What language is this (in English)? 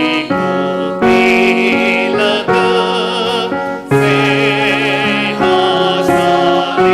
Tangkhul Naga (India)